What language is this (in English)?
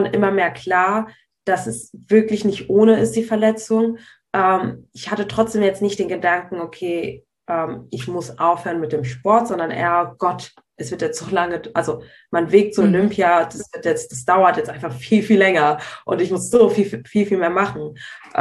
German